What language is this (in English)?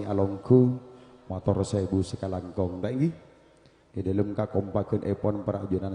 Madurese